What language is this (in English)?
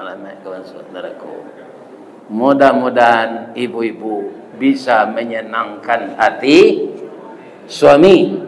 Minangkabau